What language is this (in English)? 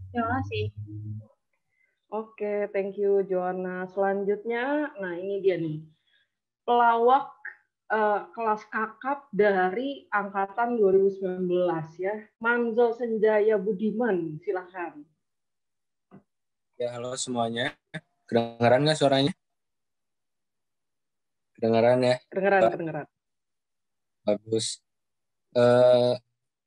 Indonesian